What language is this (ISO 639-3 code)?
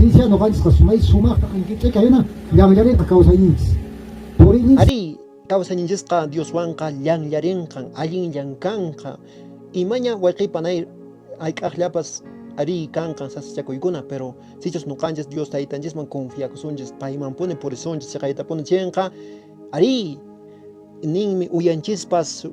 que